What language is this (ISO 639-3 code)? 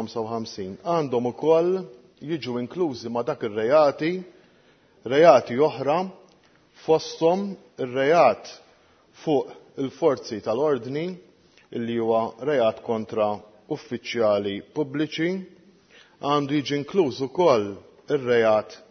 mlt